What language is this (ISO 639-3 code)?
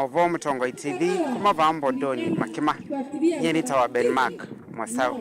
kam